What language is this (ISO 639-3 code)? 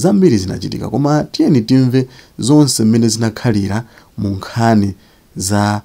nya